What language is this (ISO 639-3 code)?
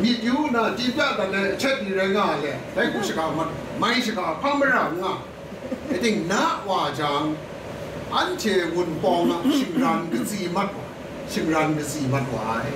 kac